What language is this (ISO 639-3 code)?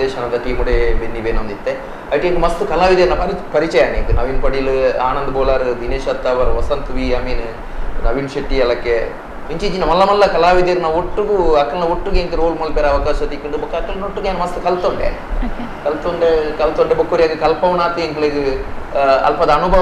tcy